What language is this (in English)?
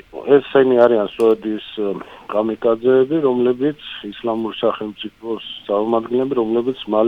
Georgian